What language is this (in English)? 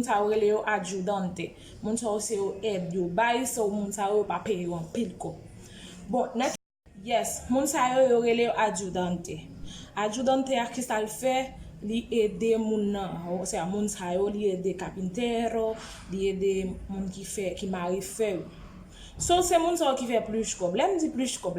Haitian Creole